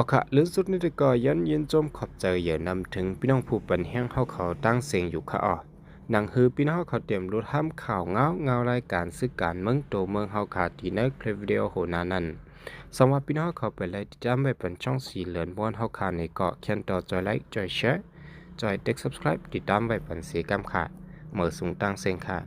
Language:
Shan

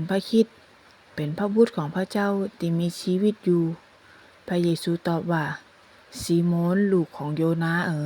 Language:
Northern Thai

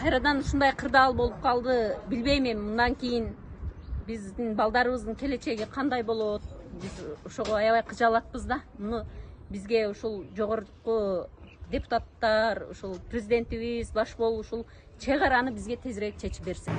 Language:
Kyrgyz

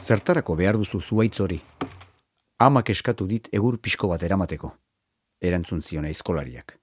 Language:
Basque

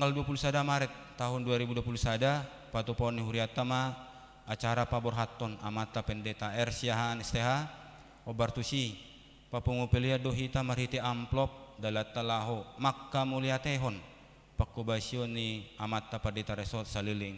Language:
Batak Toba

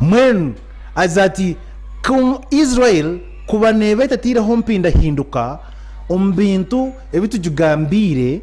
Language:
Nyankole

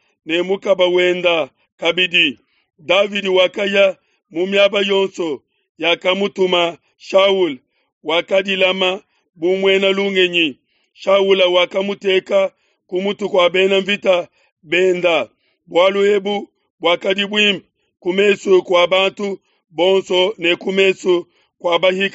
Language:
Luba-Lulua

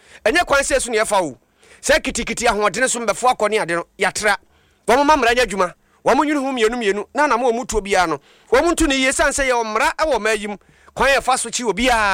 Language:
Akan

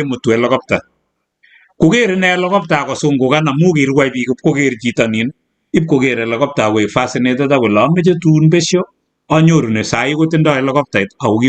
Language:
Kalenjin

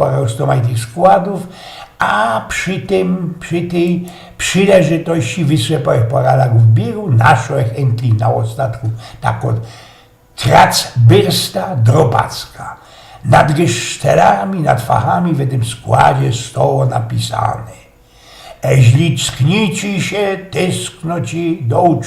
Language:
Silesian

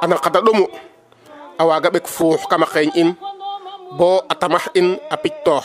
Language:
Serer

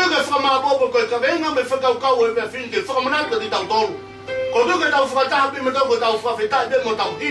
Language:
Tongan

